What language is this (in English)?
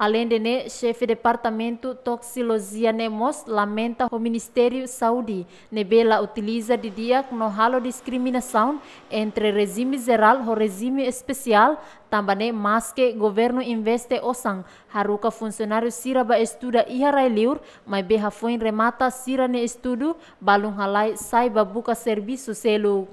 Tetum